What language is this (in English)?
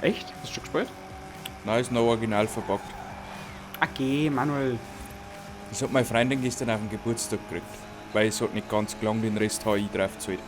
Bavarian